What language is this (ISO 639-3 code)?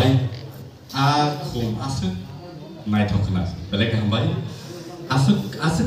trp